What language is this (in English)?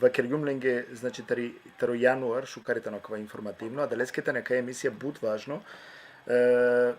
Balkan Romani